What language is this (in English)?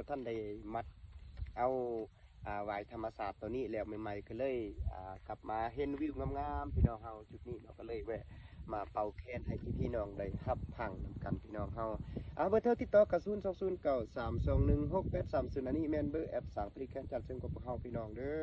Lao